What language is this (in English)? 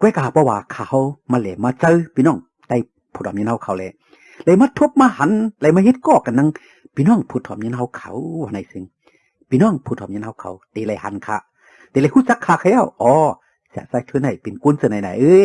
Shan